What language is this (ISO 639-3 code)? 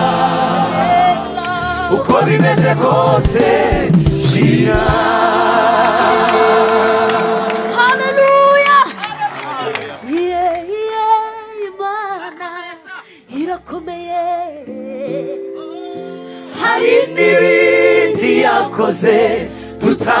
kin